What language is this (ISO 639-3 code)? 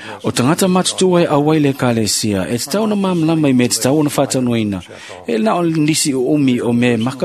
smo